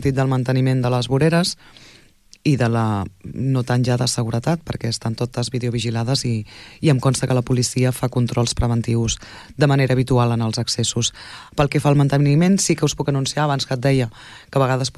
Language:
Catalan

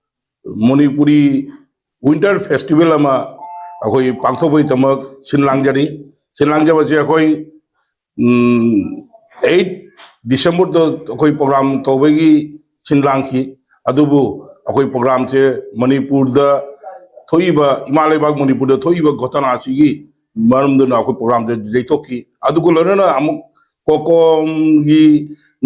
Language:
Manipuri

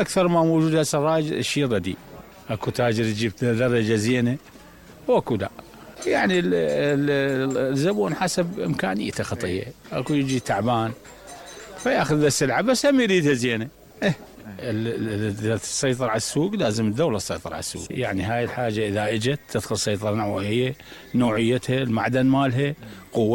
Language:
Mesopotamian Arabic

